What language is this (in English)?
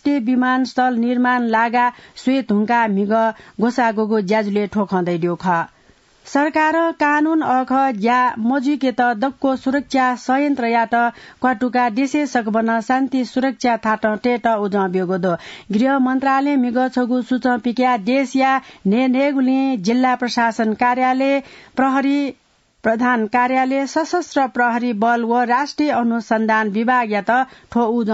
Newari